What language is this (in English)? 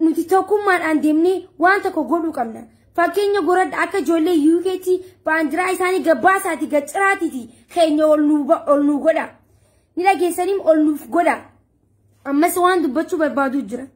Oromo